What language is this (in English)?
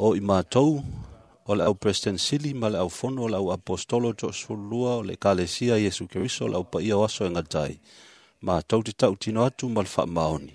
Samoan